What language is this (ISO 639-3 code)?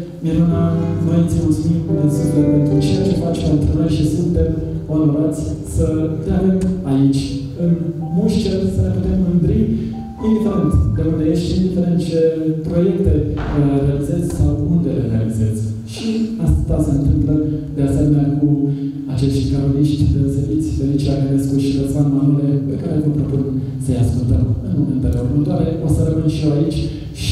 ron